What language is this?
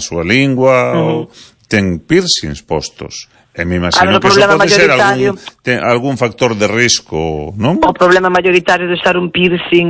Galician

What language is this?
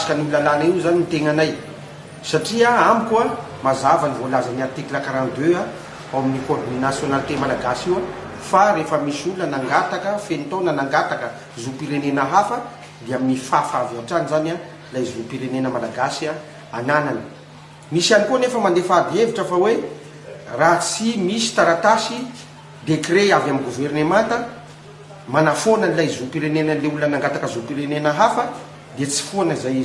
Malagasy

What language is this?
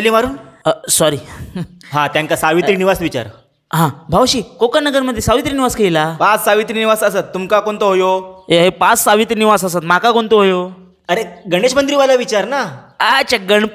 Konkani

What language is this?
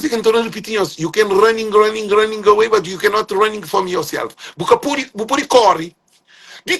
Kabuverdianu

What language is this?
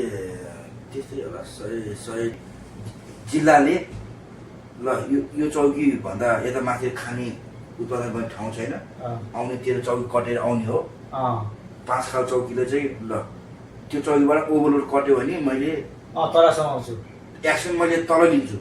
Nepali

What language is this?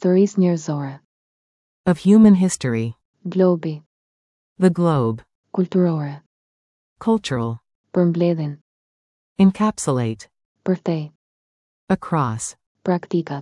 Albanian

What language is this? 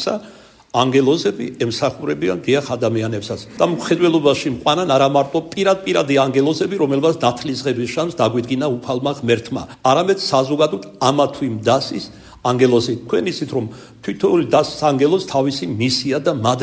Georgian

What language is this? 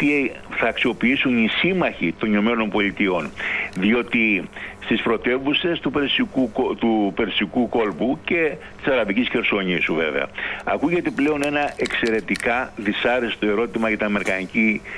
Greek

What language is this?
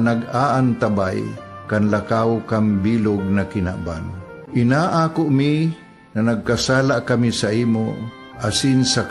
Bikol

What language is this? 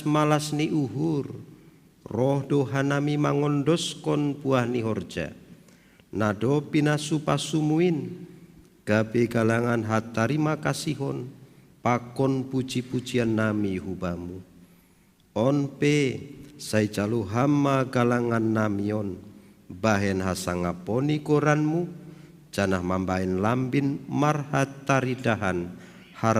Batak Simalungun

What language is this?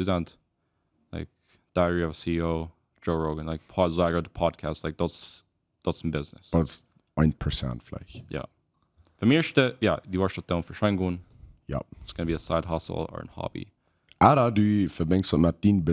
Plautdietsch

